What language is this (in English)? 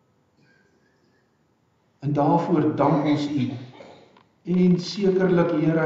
Afrikaans